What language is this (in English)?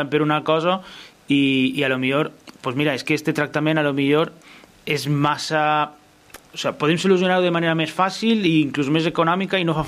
Catalan